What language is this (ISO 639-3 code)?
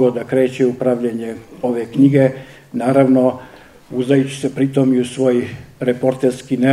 srp